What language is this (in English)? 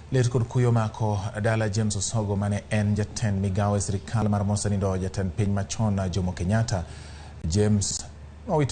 Luo (Kenya and Tanzania)